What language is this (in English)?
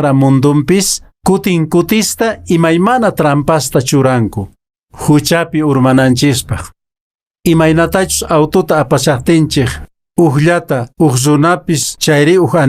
Quechua